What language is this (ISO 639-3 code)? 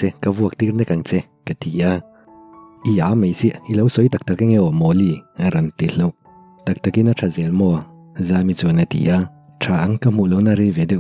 lus